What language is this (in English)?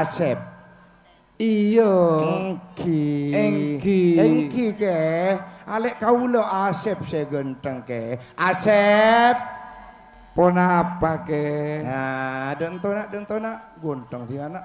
Madurese